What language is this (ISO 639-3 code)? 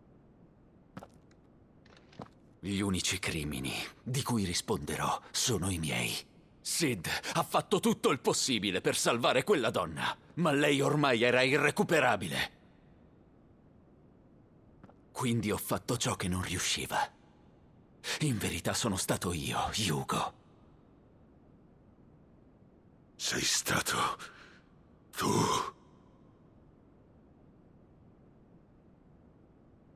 ita